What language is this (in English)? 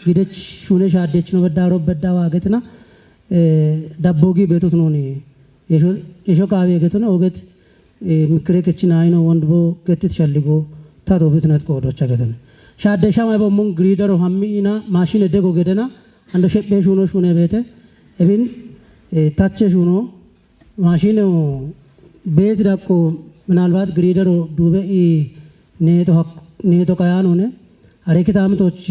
Kafa